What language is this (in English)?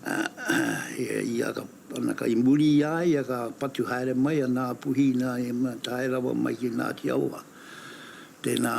Māori